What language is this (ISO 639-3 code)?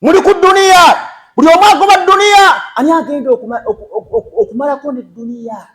lug